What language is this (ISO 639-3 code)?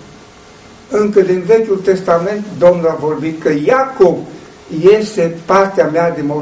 ron